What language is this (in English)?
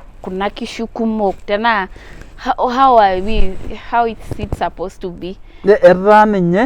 Masai